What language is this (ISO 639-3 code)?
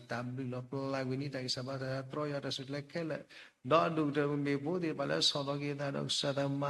ksw